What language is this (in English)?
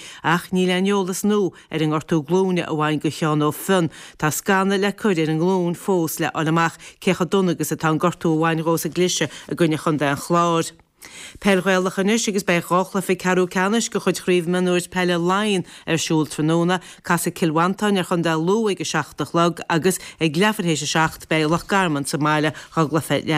Irish